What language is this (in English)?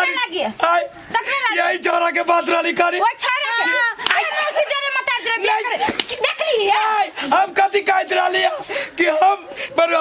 Maithili